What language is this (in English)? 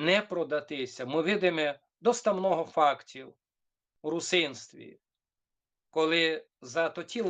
Rusyn